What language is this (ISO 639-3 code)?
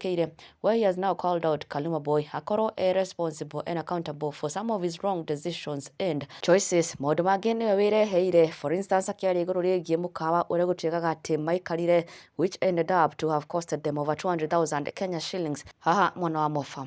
kik